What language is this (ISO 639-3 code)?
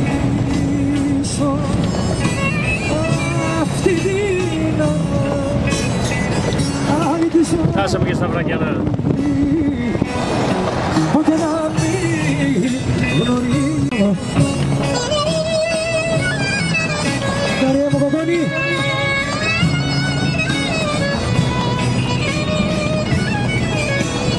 ell